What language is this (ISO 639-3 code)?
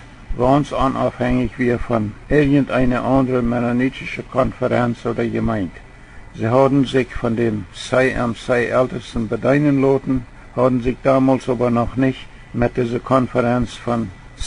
pdt